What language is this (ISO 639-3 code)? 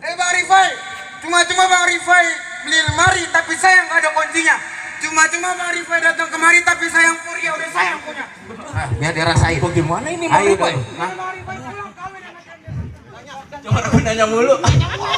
bew